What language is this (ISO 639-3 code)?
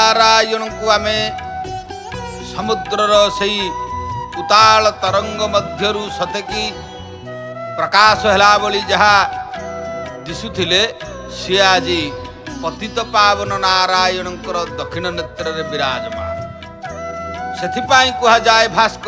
ori